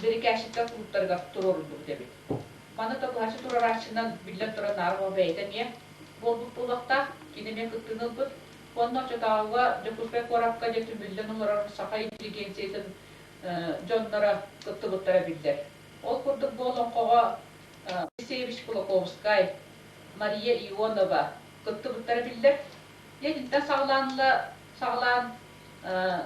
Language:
Yakut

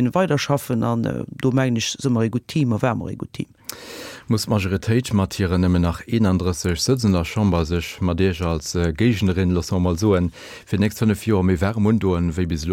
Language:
Luxembourgish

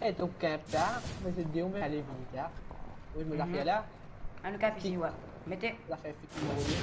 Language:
Morisyen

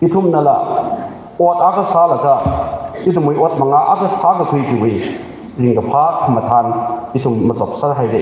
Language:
Tangkhul Naga (India)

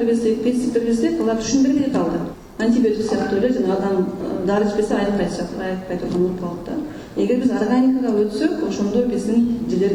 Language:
Kyrgyz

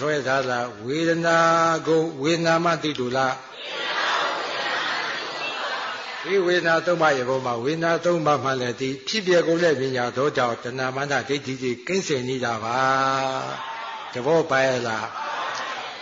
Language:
Burmese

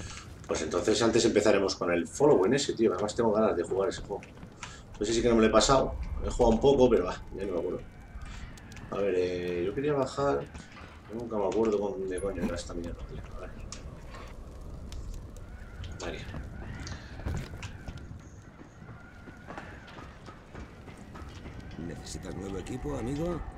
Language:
Spanish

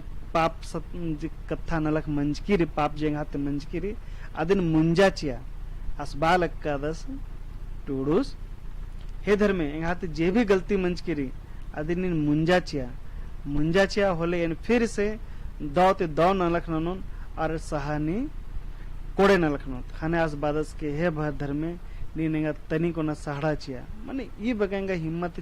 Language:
Kurukh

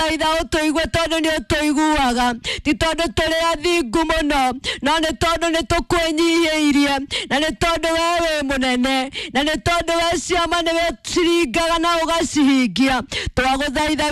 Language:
Kikuyu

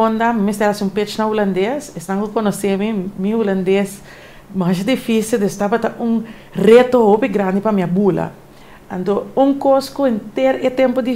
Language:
Papiamento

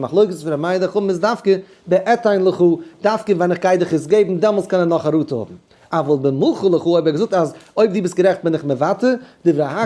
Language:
Yiddish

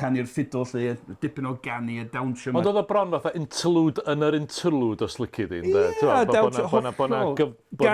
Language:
Welsh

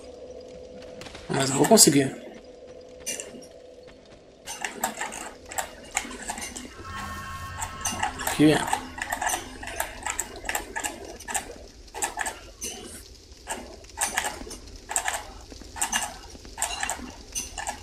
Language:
Portuguese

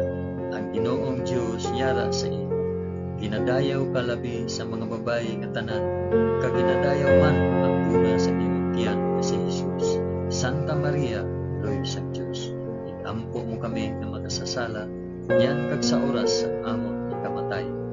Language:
Hiligaynon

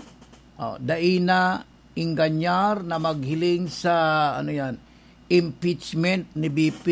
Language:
Bikol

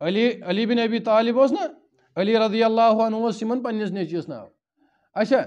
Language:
Kashmiri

